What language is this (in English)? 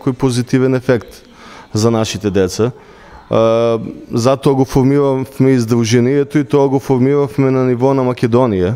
Macedonian